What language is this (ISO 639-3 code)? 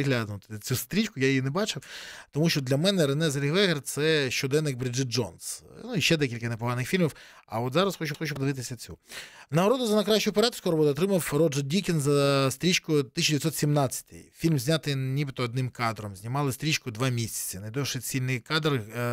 ukr